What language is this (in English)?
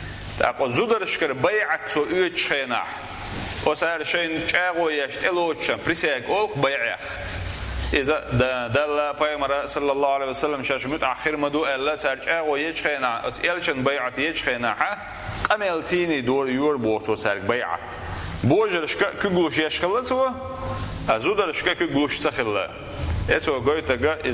Chechen